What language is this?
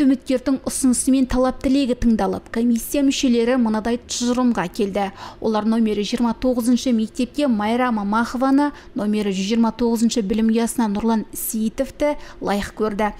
Kazakh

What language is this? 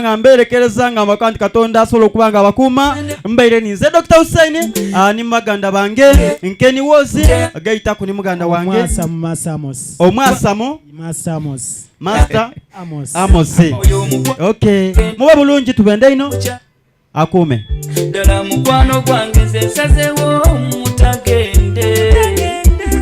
Soga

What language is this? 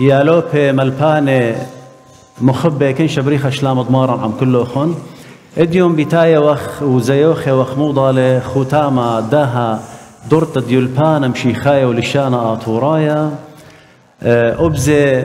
Assyrian Neo-Aramaic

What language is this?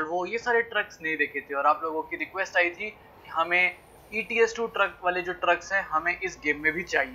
Hindi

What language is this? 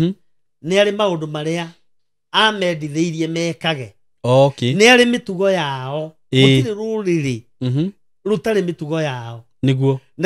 Kikuyu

